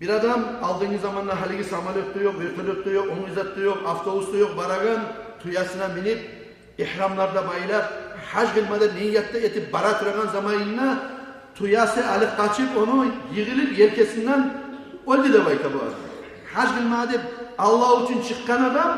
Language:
Kumyk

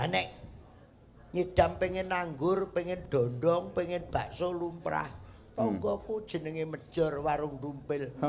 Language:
Javanese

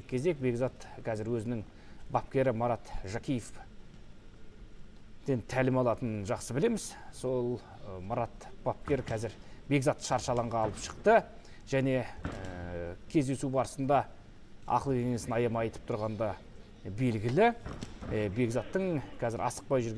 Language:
Kazakh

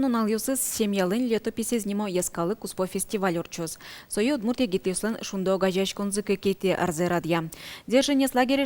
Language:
Udmurt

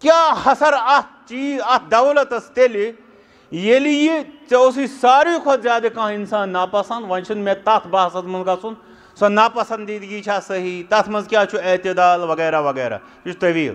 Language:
Kashmiri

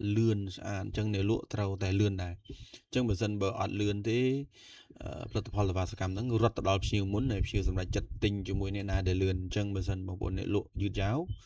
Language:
Khmer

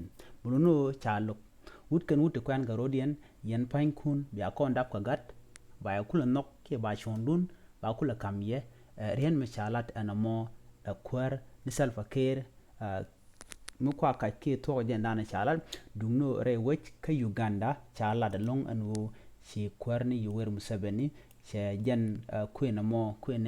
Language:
Nuer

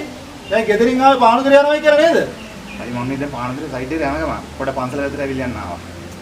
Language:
Sinhala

